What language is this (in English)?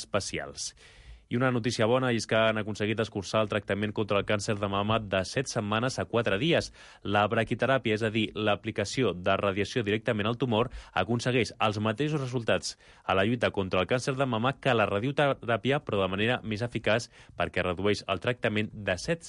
Catalan